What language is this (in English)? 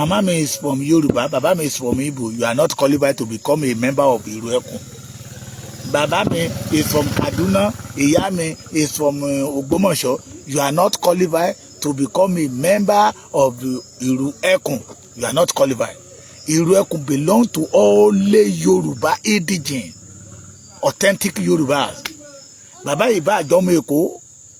Yoruba